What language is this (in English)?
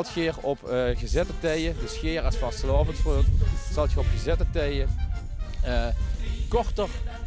Limburgish